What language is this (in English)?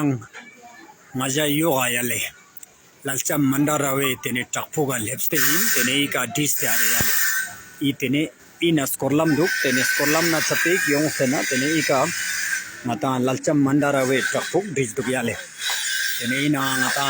Ladakhi